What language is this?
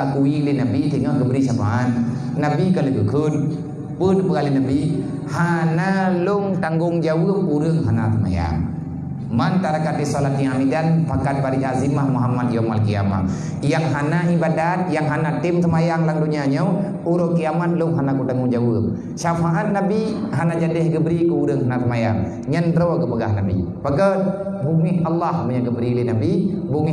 Achinese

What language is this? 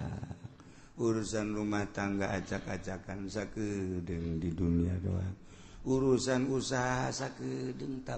Sundanese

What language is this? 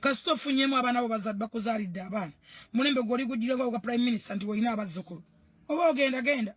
Ganda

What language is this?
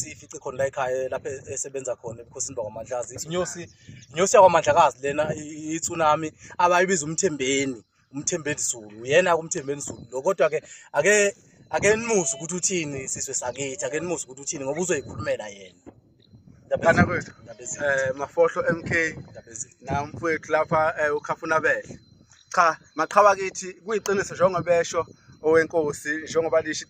Zulu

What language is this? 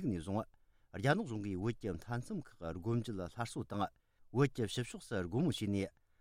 Tibetan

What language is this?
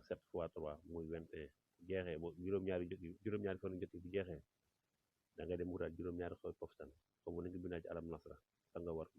Wolof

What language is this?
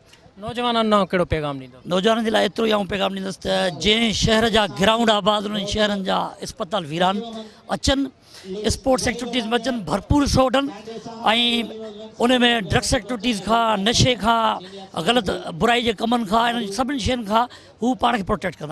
Sindhi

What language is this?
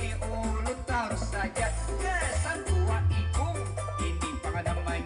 Banjar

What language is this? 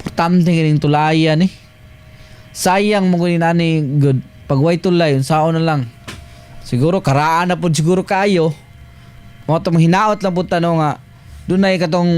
Cebuano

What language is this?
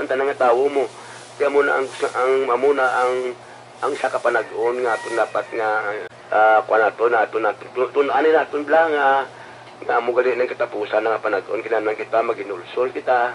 Hiligaynon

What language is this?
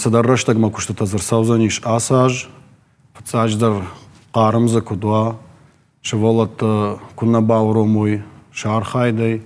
Ossetic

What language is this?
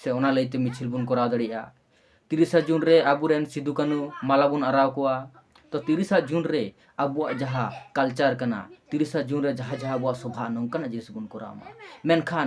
Santali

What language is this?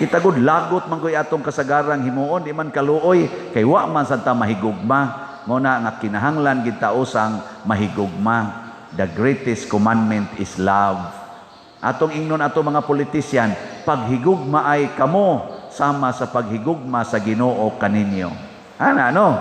Cebuano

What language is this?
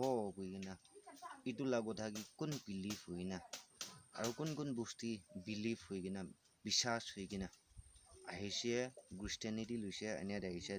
Naga Pidgin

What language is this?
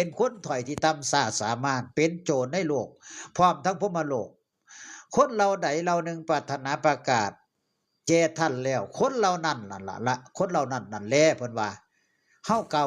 Northeastern Thai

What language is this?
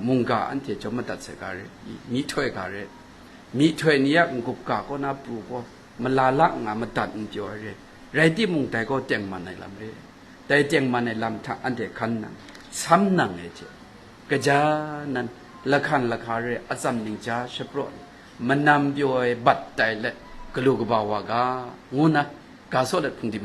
Kachin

